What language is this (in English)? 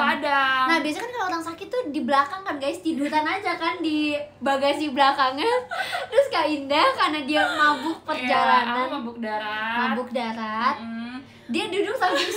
Indonesian